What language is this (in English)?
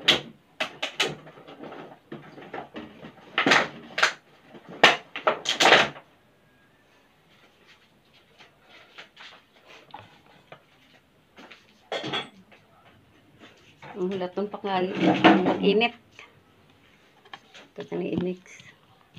Filipino